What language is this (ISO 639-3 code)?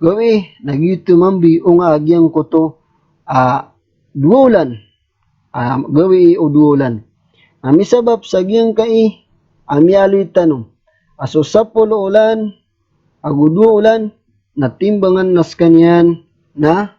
mrw